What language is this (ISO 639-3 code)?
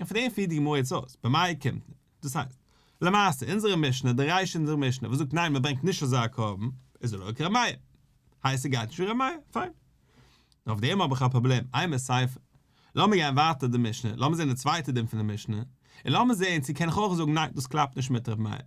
yid